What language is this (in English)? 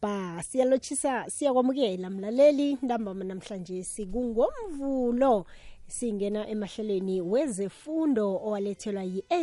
South Ndebele